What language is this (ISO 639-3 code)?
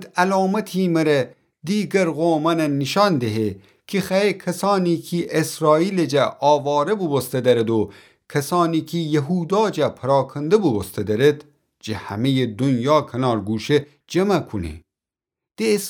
glk